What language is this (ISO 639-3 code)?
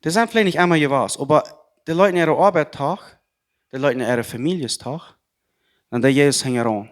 pdt